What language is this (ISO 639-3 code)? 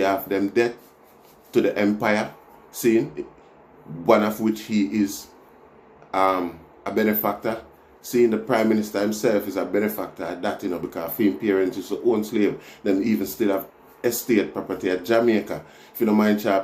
jam